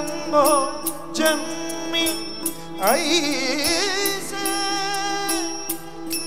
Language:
Marathi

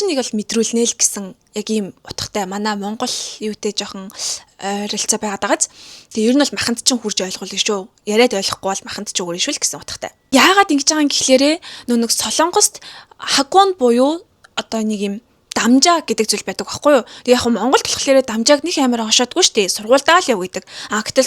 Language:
Mongolian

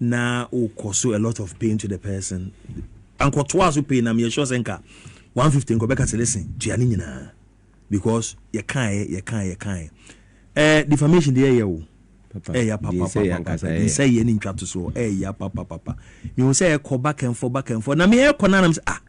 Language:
Akan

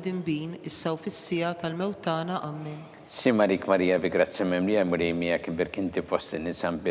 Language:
Maltese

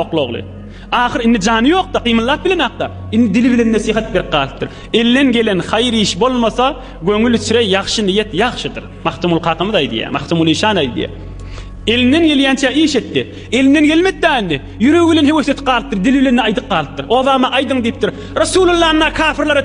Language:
Turkmen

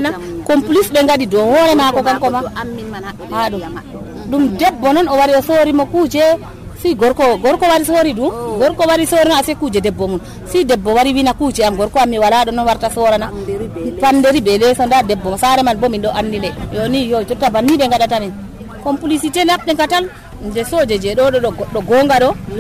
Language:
Nigerian Fulfulde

